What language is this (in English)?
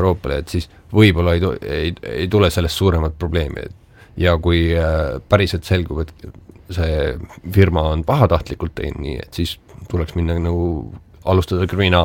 Estonian